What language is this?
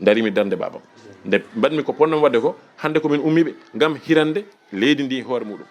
Fula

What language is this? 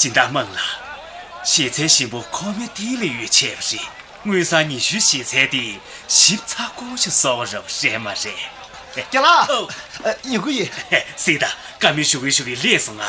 Tibetan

